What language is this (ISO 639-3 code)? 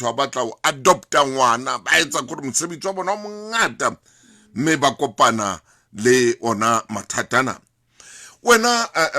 sot